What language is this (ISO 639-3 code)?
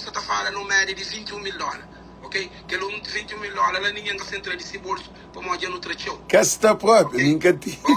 kea